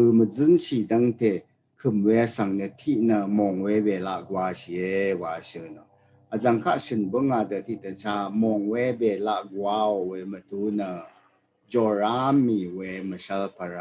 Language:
Rawang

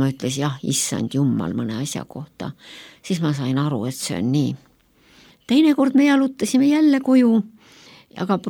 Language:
Estonian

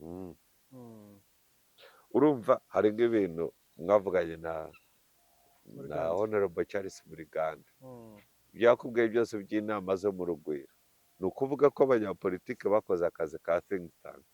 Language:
Kinyarwanda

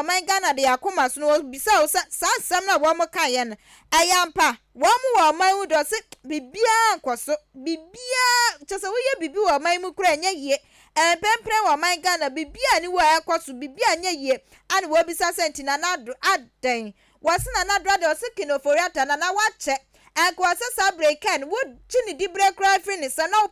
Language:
Akan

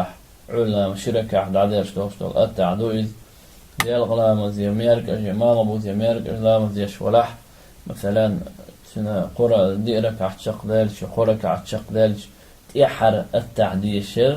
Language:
Chechen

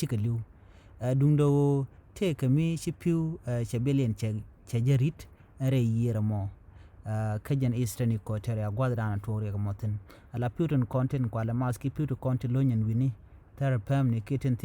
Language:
Nuer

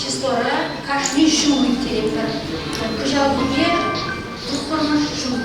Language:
Chuvash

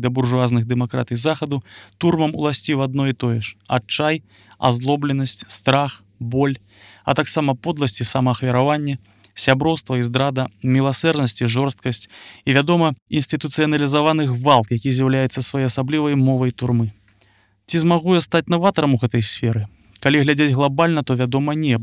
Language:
Belarusian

